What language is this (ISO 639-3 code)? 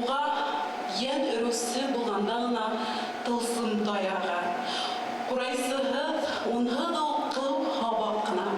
bak